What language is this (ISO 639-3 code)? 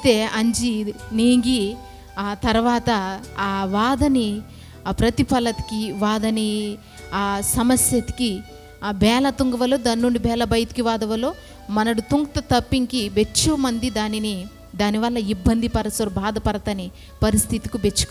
kff